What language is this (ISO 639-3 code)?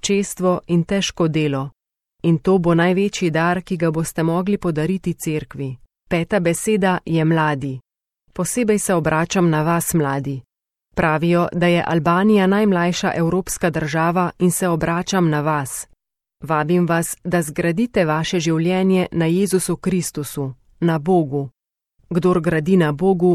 slv